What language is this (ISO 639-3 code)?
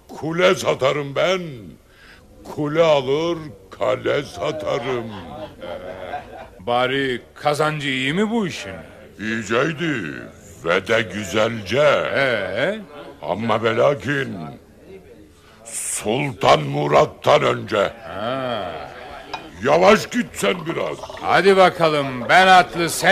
tur